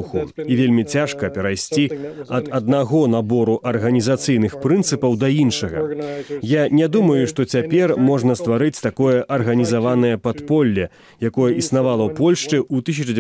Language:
Belarusian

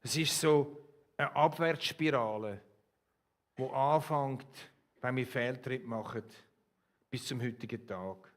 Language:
Swiss German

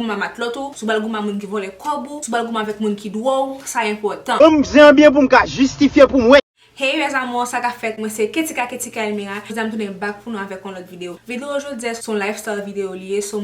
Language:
Haitian Creole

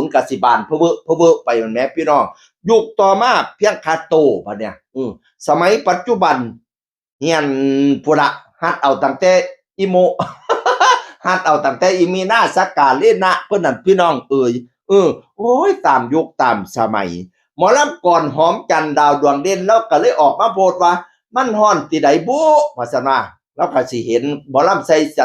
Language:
Northeastern Thai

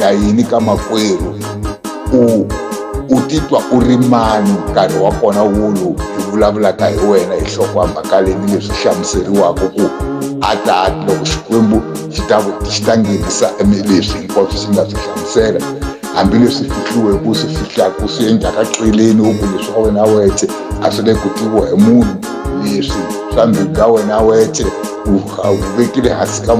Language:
Tsonga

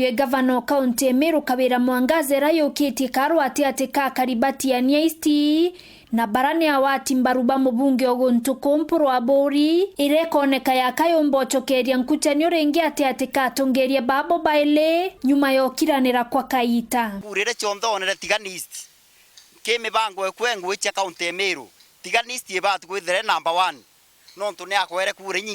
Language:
Meru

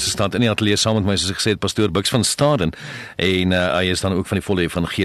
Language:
Afrikaans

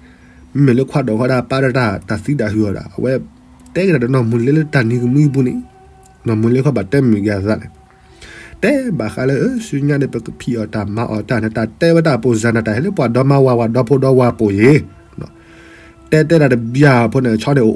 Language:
S'gaw Karen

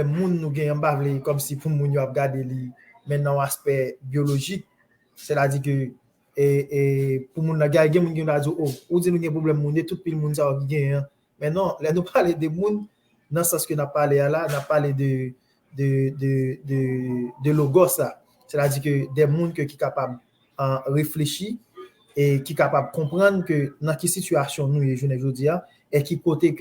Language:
Haitian Creole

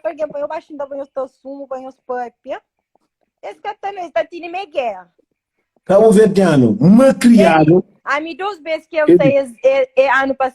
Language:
Kabuverdianu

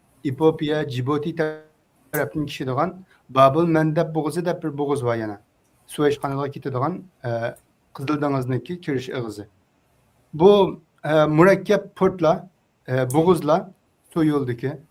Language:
Uyghur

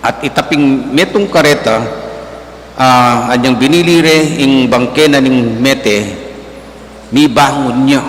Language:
Pampanga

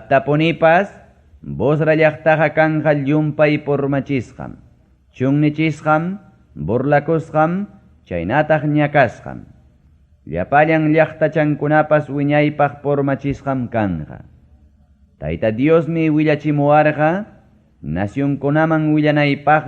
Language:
Ayacucho Quechua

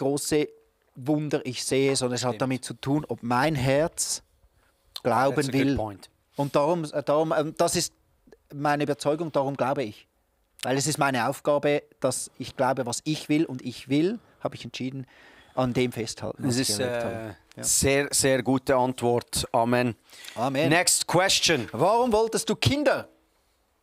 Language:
Swiss German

